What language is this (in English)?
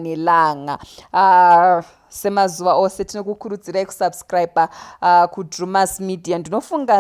Shona